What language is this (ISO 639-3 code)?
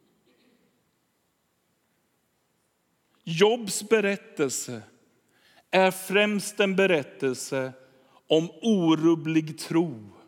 swe